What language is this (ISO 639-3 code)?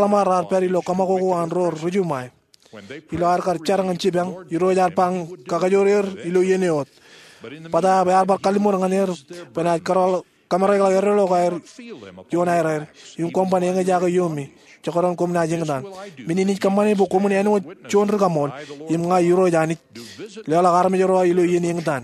mah